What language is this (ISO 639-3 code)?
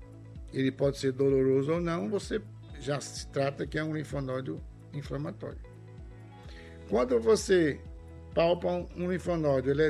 por